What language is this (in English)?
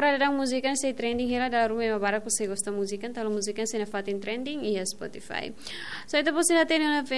Tetum